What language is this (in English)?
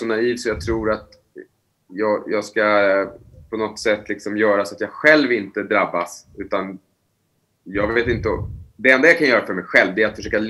Swedish